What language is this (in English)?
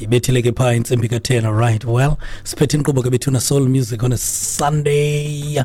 Xhosa